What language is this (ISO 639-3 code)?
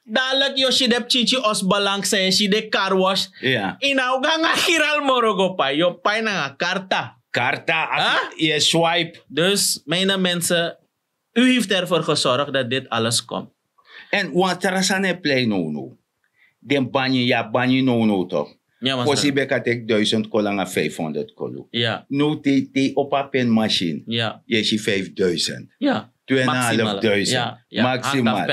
srn